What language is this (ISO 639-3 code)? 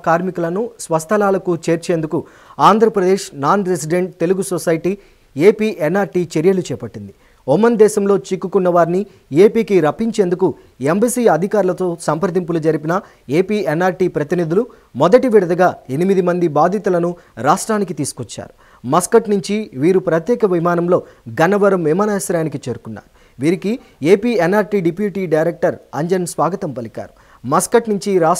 tel